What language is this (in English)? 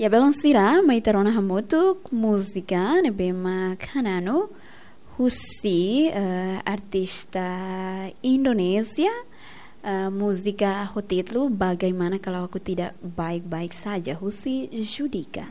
Tetum